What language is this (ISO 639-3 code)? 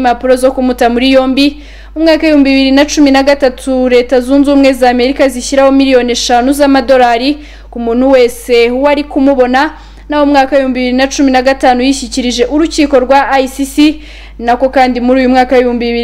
kin